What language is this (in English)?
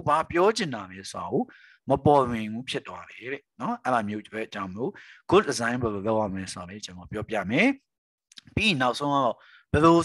Burmese